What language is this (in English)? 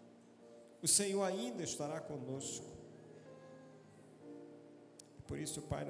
Portuguese